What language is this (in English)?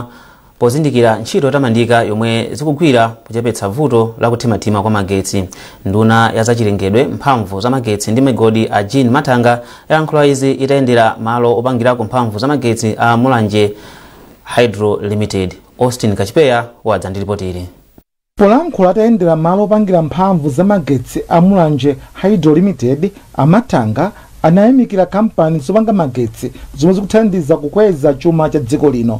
Nyanja